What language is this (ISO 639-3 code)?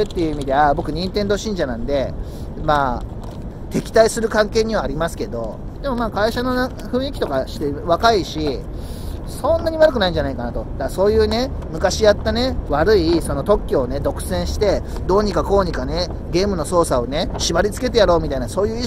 jpn